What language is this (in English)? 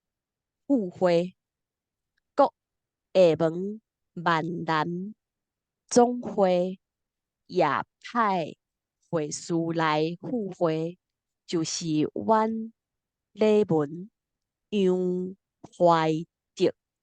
Min Nan Chinese